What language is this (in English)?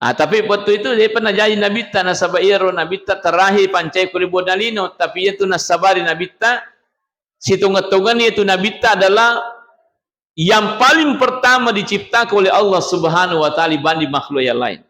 Buginese